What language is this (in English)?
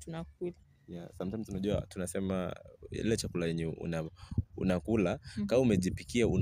Swahili